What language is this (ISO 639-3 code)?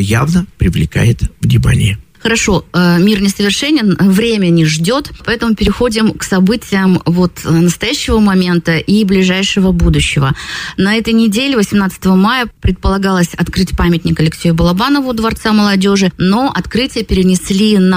rus